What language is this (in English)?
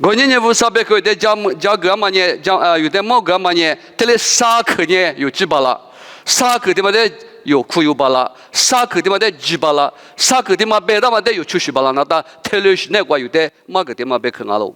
Lisu